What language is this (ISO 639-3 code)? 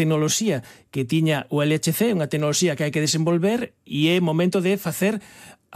glg